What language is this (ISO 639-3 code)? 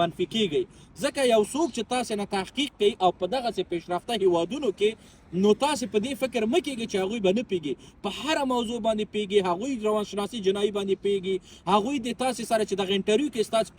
pus